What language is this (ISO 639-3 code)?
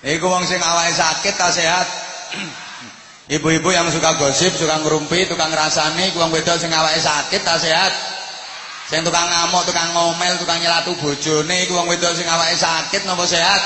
jav